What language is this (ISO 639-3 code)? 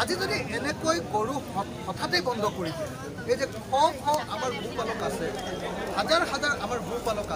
asm